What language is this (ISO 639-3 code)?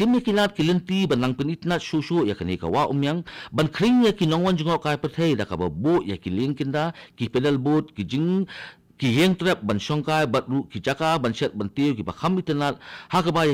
kha